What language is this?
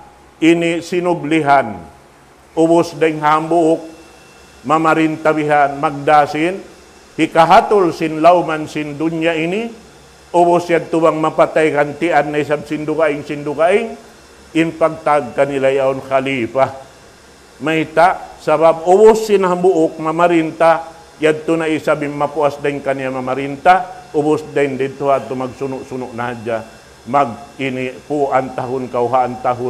Tausug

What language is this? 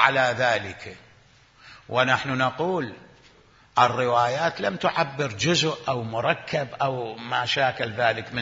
Mesopotamian Arabic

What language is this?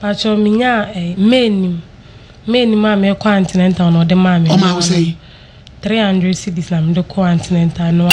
Akan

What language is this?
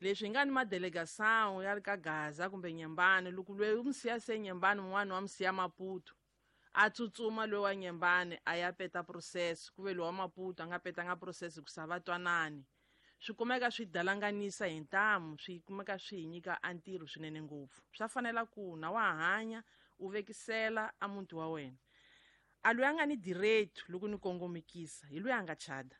Tsonga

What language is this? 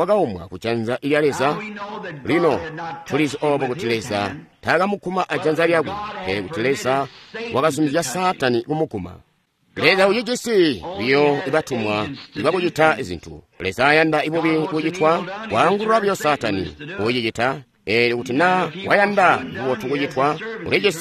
Tonga (Zambia)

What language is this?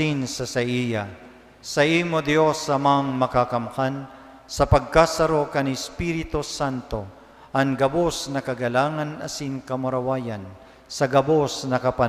Bikol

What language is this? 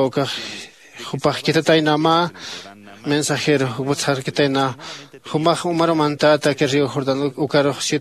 Aymara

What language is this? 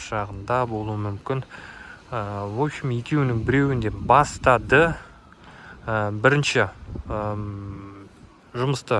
Kazakh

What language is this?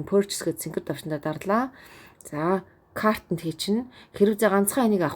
Mongolian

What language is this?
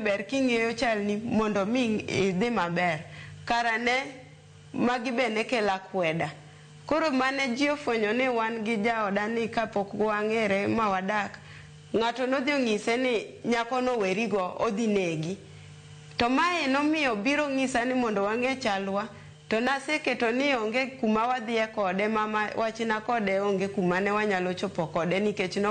Luo (Kenya and Tanzania)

